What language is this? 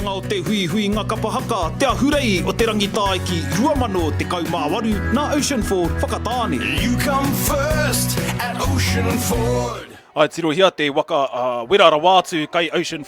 Māori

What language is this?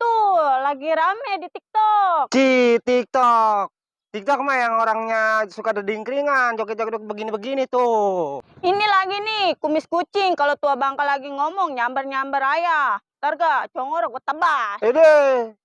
Betawi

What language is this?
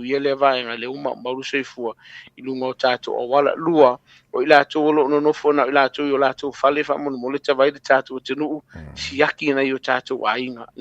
Samoan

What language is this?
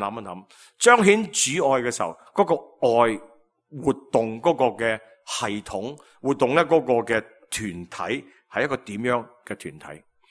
Cantonese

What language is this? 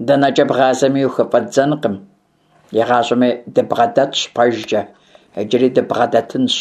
Kabardian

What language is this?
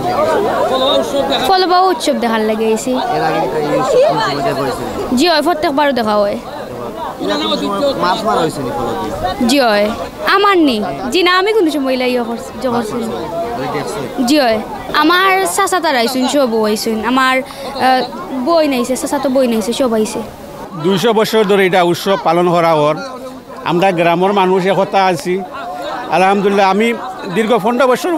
Sylheti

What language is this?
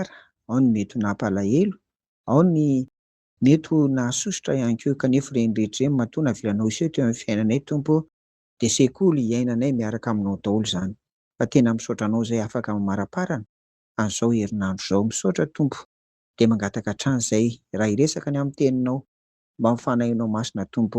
Malagasy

